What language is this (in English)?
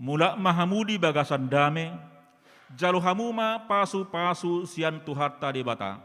Batak Toba